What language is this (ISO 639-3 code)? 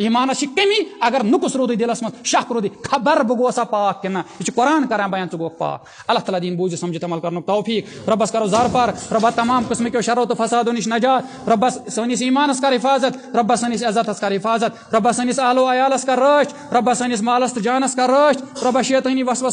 kas